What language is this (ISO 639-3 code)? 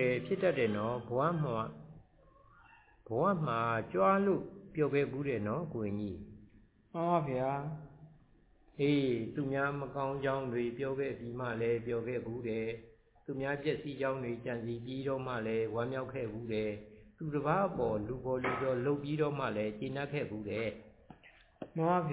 mya